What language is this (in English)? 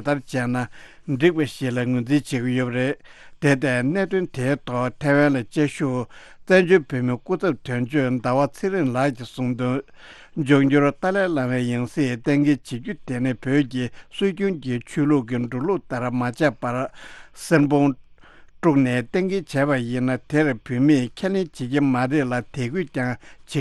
Tibetan